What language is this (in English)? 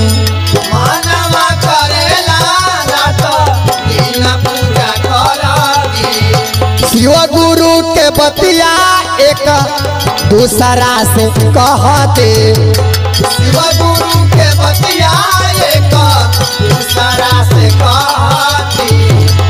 Bhojpuri